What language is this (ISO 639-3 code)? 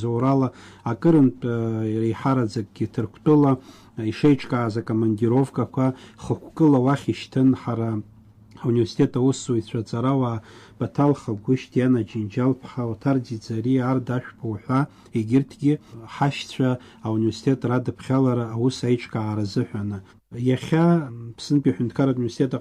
abk